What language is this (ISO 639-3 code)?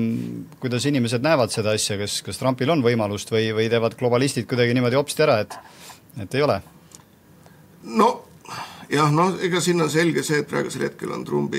est